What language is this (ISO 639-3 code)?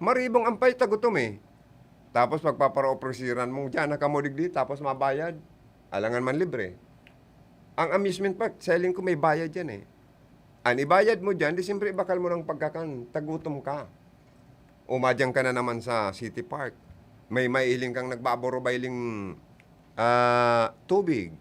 bik